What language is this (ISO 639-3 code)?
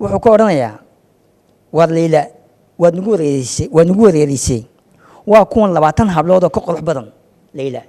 som